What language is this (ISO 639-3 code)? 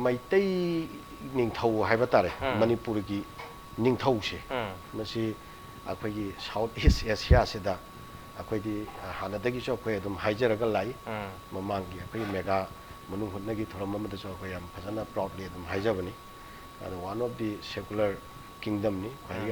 mni